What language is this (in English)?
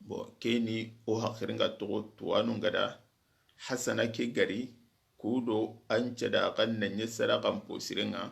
Soninke